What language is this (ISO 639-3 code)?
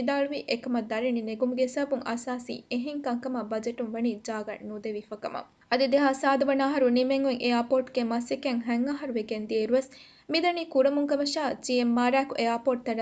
div